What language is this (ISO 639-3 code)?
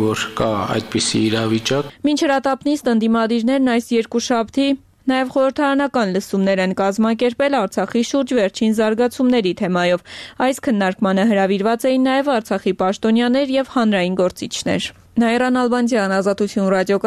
hye